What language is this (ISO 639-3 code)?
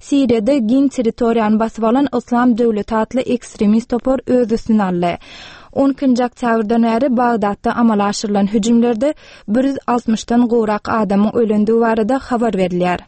tuk